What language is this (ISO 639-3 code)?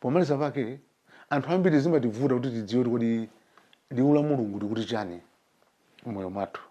nya